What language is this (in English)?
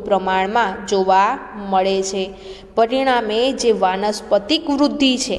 Gujarati